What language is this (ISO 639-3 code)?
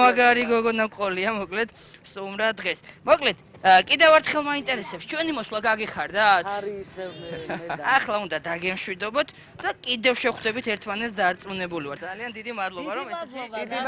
kat